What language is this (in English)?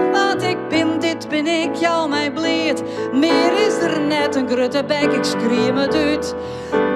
Western Frisian